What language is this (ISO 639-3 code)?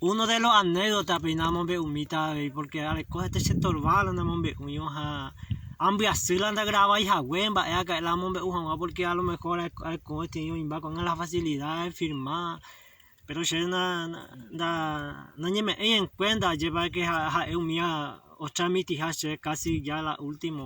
grn